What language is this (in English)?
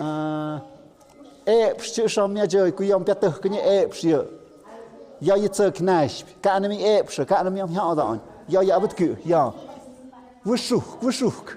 Tlahuitoltepec Mixe